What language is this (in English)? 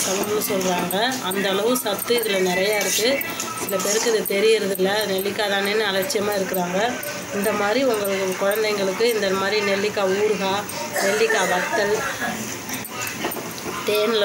Tamil